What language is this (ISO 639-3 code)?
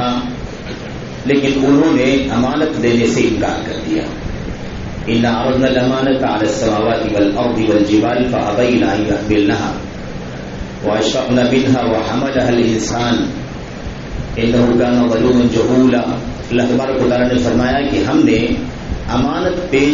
urd